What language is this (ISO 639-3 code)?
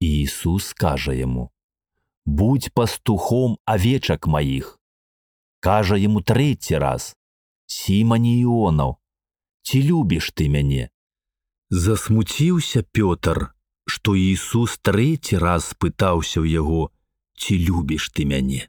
bel